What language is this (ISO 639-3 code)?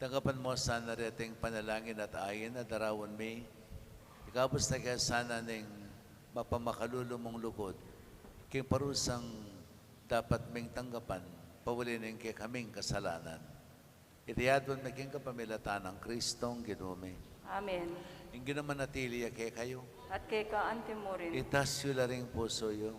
pam